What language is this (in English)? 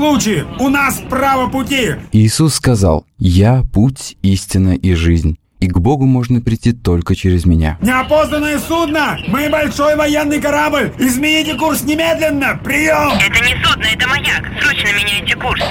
Russian